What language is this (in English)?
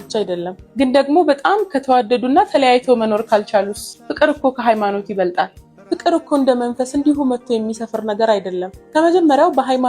Amharic